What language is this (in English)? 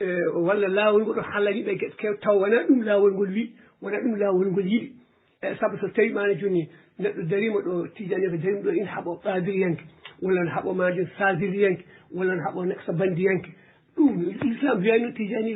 Fula